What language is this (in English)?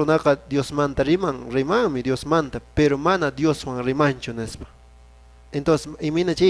Quechua